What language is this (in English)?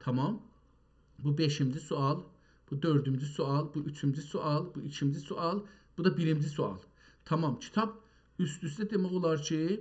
South Azerbaijani